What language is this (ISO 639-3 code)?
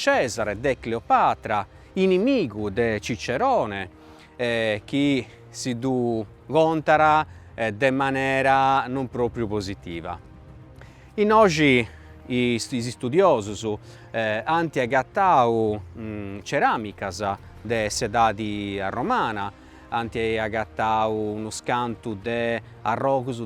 srd